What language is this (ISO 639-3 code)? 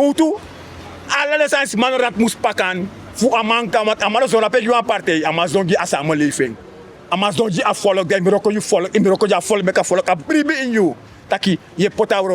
srn